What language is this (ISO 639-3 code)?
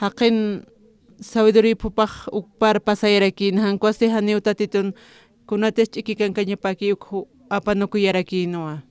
aym